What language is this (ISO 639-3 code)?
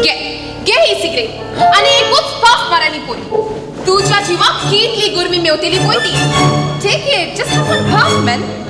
kok